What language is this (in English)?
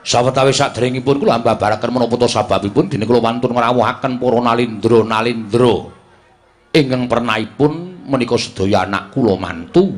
Javanese